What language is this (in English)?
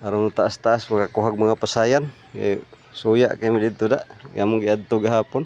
Cebuano